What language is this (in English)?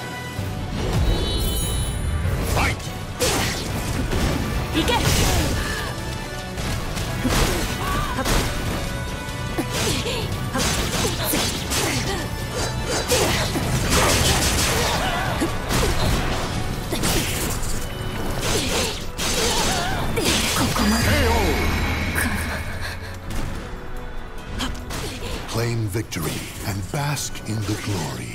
Japanese